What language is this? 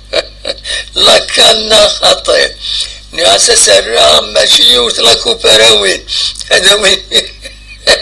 Kabyle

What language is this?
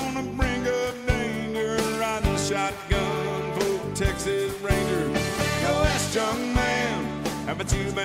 English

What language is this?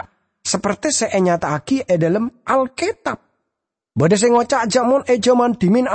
Madurese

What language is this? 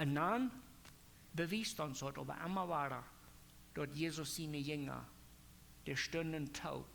Plautdietsch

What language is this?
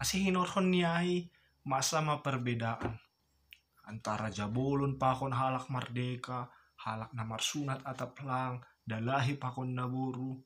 Batak Simalungun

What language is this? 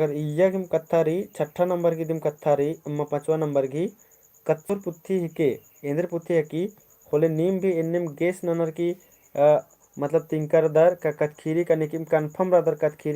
Kurukh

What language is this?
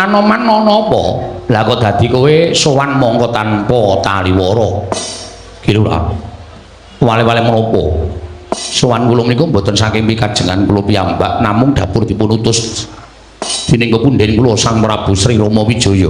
Javanese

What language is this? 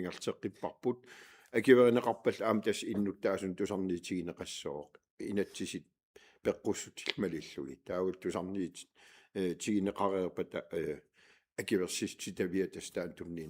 Kalaallisut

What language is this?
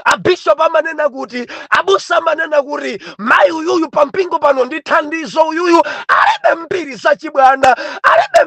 Nyanja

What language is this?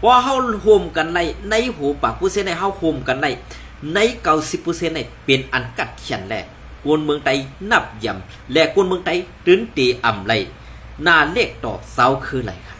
Shan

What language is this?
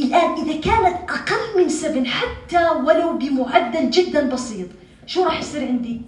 North Levantine Arabic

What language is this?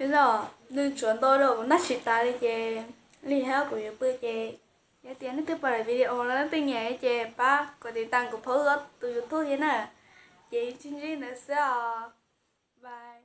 Hmong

